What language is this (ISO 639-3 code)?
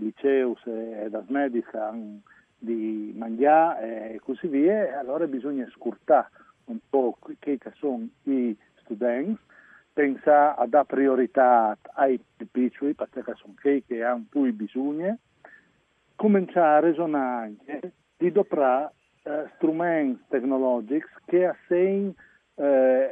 fur